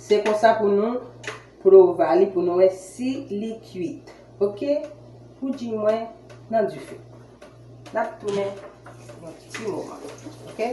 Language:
Haitian Creole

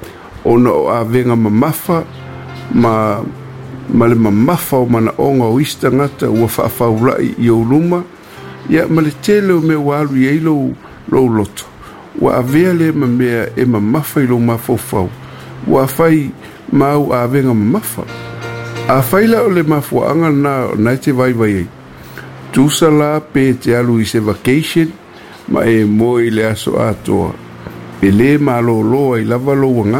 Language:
Samoan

